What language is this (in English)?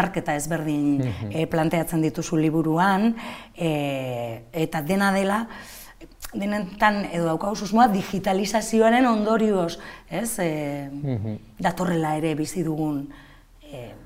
Basque